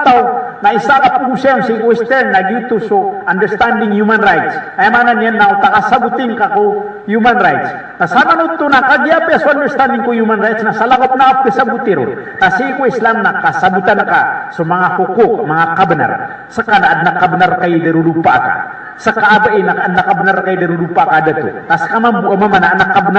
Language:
Maranao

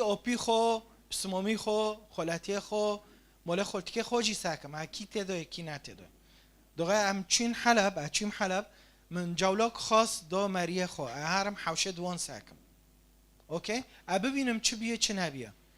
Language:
Kurdish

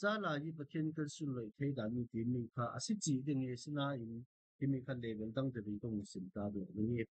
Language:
Falam Chin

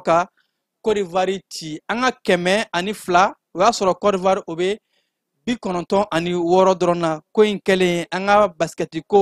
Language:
Bambara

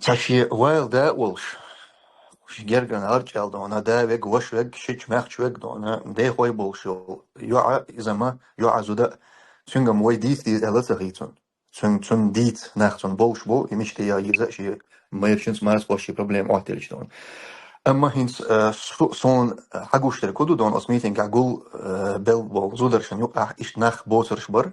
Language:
Chechen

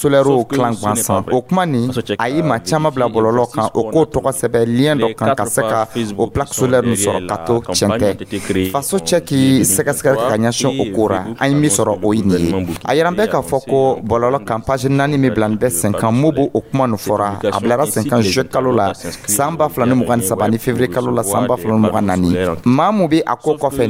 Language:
Dyula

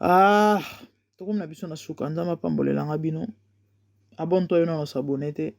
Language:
Lingala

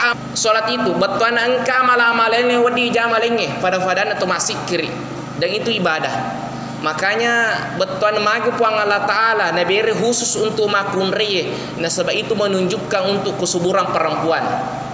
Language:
Buginese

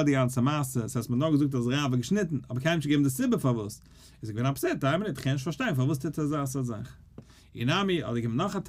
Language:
Yiddish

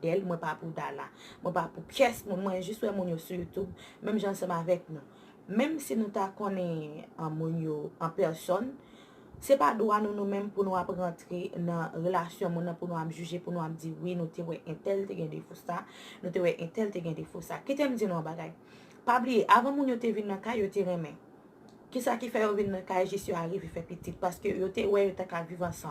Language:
Haitian Creole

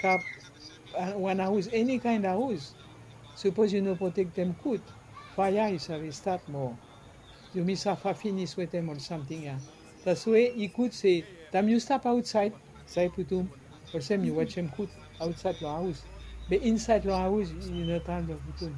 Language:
Bislama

